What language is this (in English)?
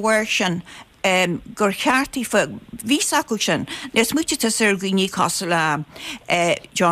Irish